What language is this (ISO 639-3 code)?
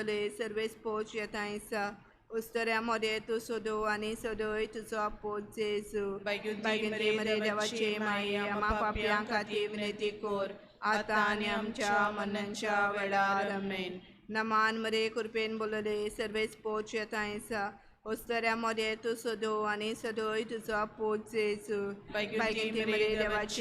kok